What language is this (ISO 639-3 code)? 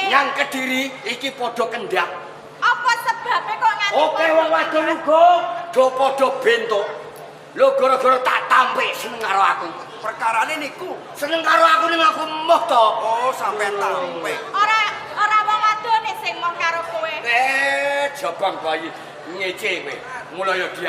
jav